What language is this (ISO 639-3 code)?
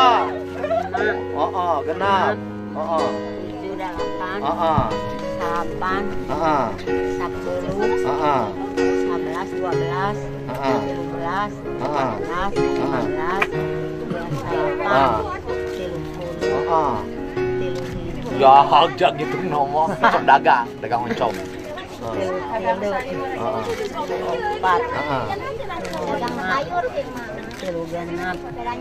sun